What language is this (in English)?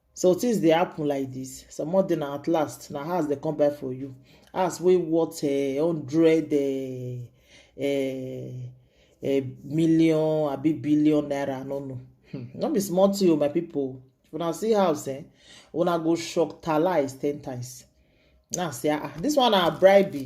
Nigerian Pidgin